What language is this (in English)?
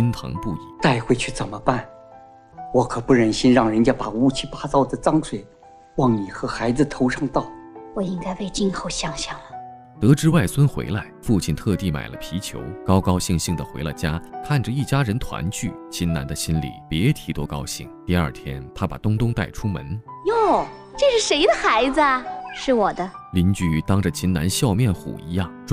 Chinese